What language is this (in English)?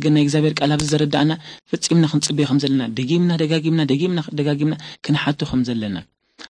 Tigrinya